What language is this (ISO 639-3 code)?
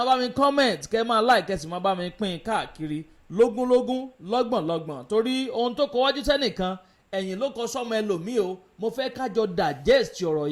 yor